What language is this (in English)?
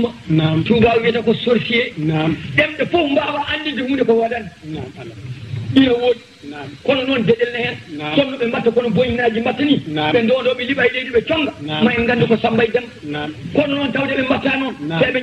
Fula